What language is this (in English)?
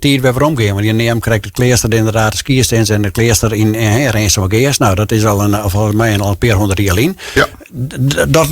Western Frisian